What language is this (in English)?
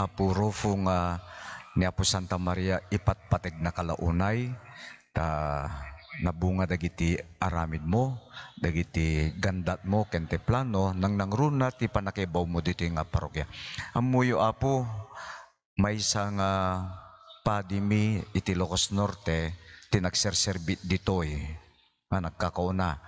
Iloko